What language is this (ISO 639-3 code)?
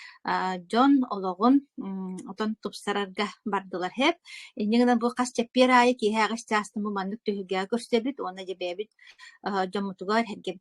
sah